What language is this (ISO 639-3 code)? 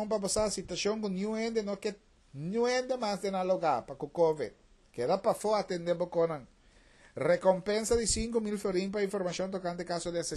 pap